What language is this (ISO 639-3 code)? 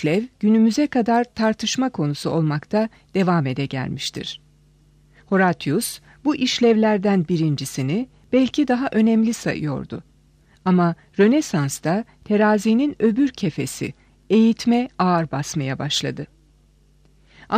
tur